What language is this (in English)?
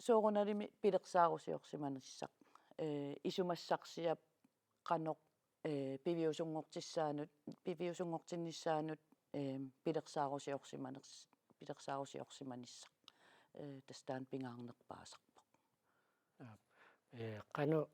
Kalaallisut